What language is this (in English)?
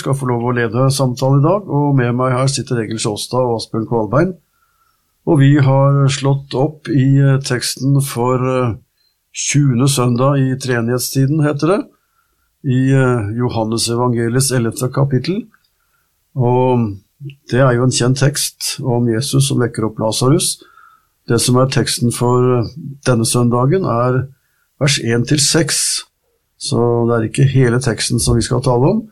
Norwegian